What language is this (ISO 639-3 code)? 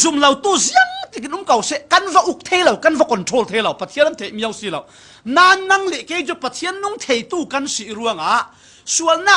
cfm